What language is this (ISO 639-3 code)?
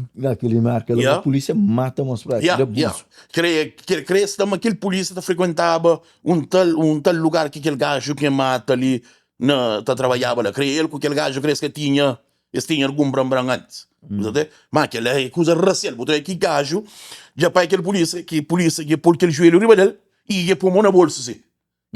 kea